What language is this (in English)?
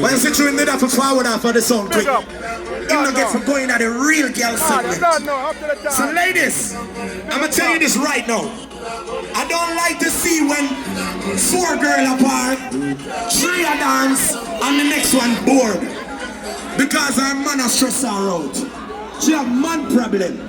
Jamaican Creole English